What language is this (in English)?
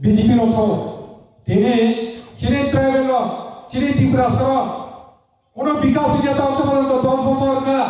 Kok Borok